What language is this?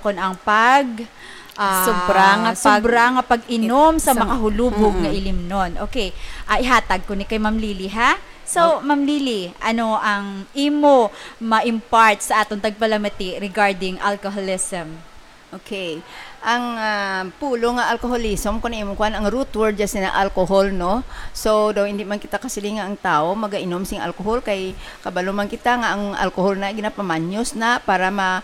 Hiligaynon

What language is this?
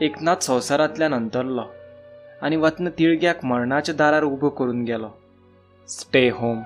Konkani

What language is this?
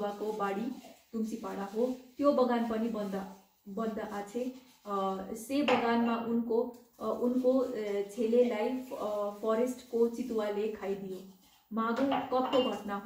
Nepali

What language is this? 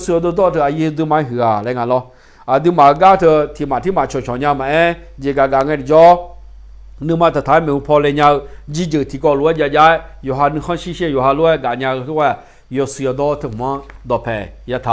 Akha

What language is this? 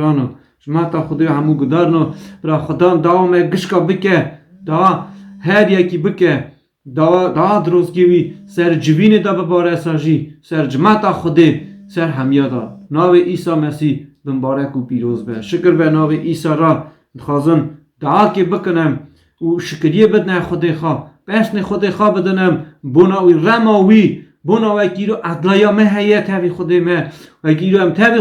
Kurdish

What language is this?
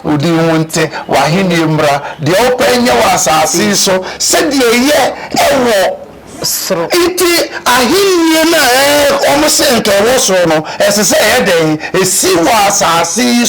Akan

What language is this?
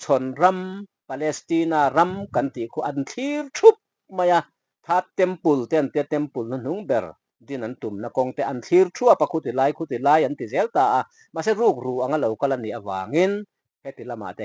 Mizo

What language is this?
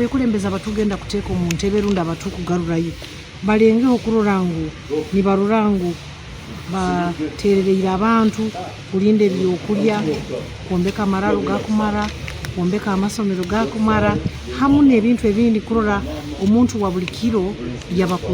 Nyankole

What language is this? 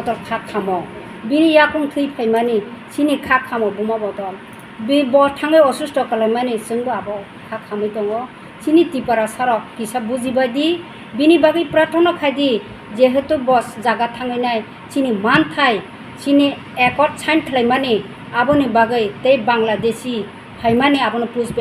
Kok Borok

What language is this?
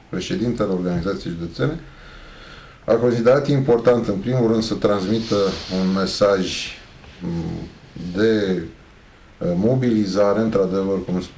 Romanian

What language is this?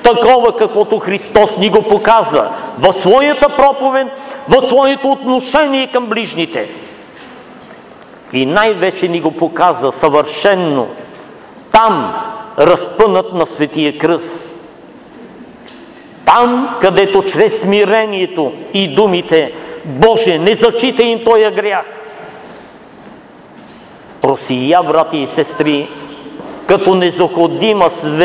Bulgarian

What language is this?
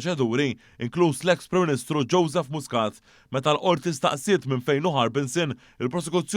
Maltese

